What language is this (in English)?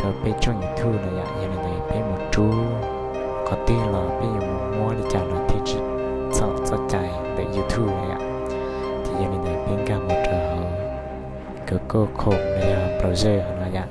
Hmong